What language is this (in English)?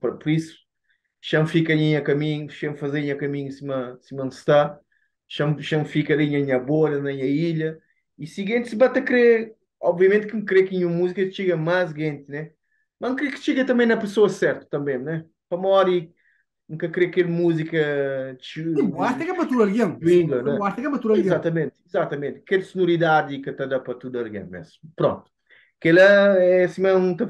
Kabuverdianu